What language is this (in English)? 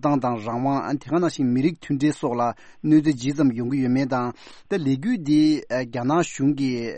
Tibetan